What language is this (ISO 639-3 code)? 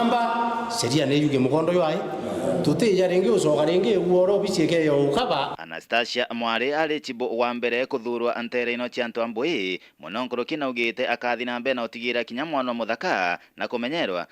mer